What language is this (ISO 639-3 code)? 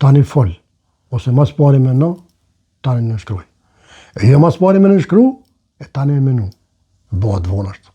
sqi